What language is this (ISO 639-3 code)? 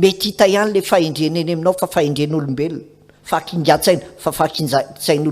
mlg